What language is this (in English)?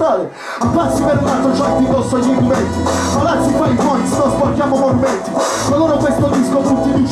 Italian